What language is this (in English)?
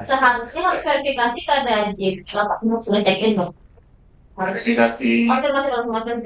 Banjar